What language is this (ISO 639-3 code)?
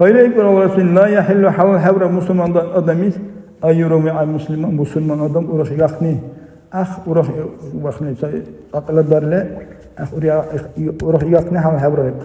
dar